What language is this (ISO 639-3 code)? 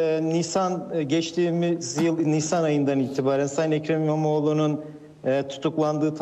tur